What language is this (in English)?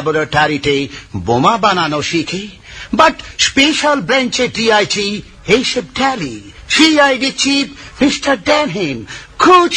Bangla